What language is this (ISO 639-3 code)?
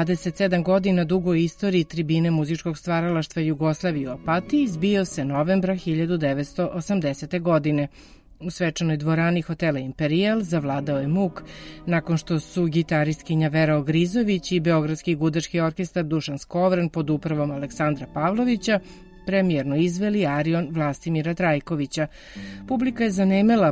srp